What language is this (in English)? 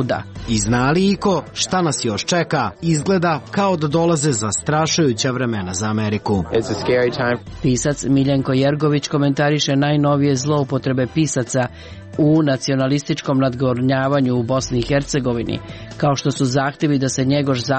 Serbian